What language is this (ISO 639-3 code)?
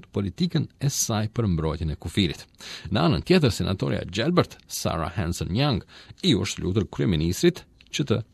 sqi